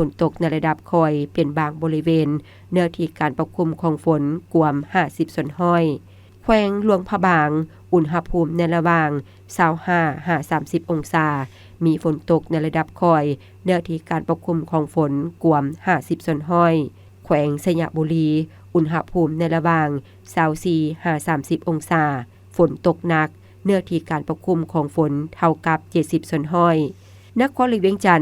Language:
Lao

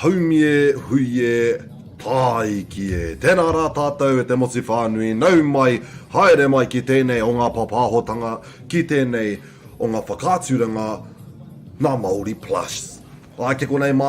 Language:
Māori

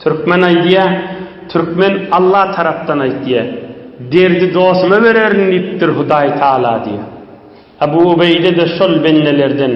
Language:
Turkmen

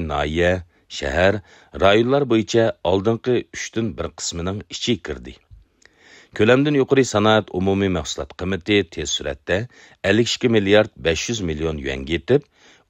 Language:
Uyghur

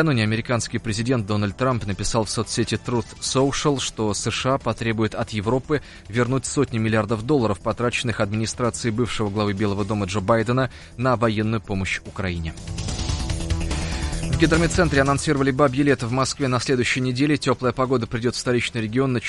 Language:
Russian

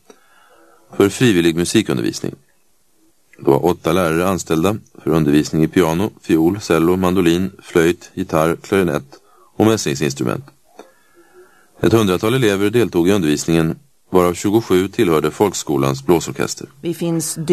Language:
Swedish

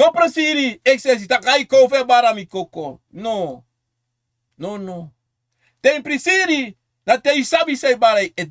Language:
Sranan Tongo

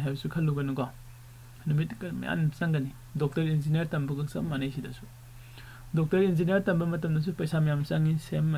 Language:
Manipuri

